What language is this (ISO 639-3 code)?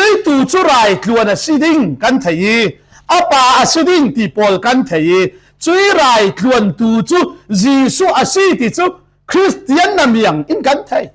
cfm